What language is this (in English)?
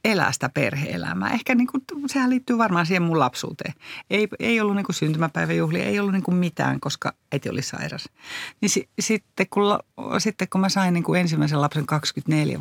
Finnish